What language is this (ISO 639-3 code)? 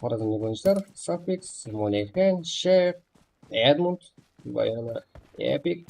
kaa